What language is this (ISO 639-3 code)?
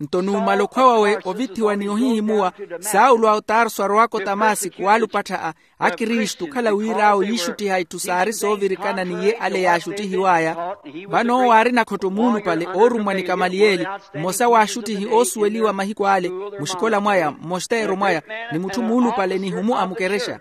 vmw